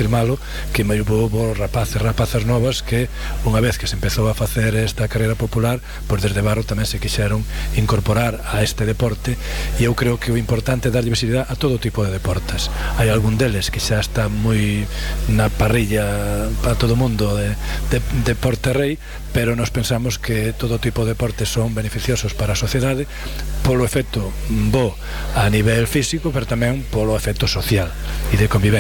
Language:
Galician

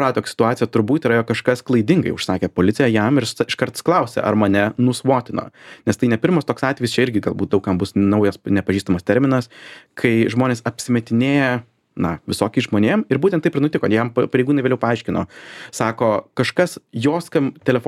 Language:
Lithuanian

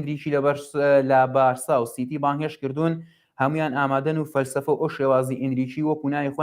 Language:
Central Kurdish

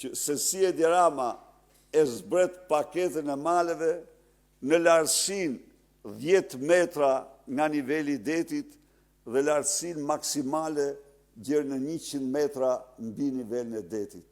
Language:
Albanian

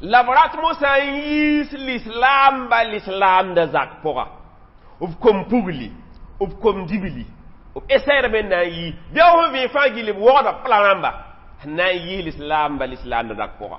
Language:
Mossi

